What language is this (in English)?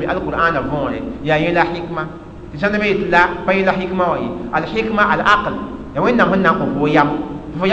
Mossi